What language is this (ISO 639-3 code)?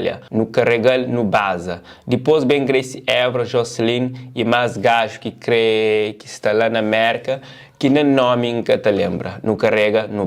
kea